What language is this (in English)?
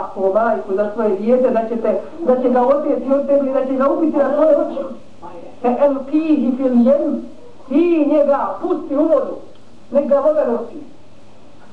Bosnian